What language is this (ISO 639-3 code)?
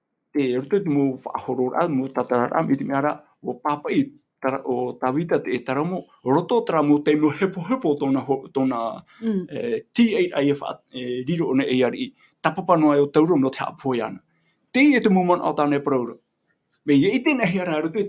tah